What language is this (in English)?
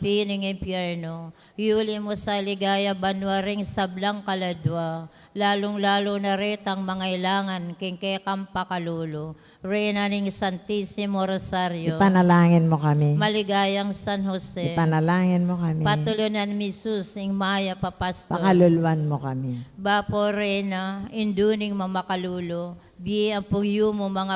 Pampanga